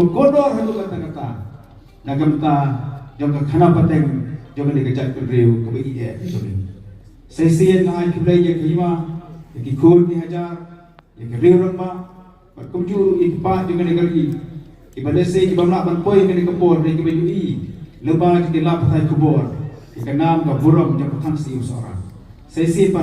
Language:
Khasi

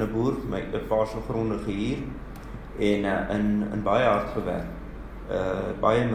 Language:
Afrikaans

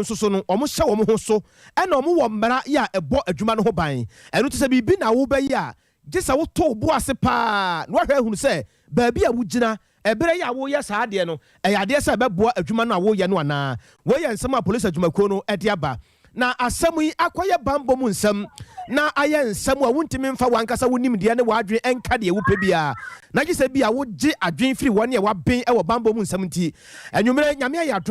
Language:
Akan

